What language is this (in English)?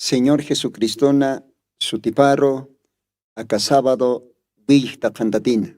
Aymara